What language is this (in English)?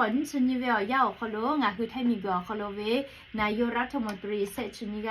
Lahu